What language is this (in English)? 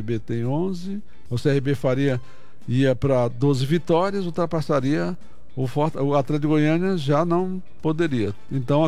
Portuguese